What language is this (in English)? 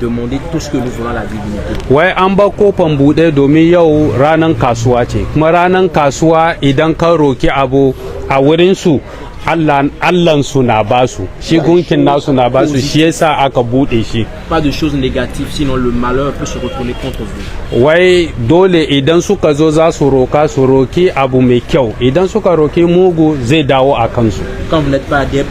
Hausa